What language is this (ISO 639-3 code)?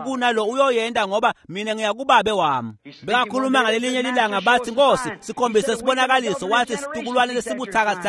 ssw